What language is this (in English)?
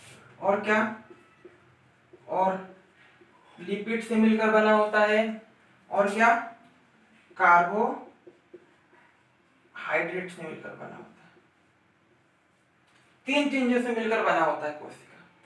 Hindi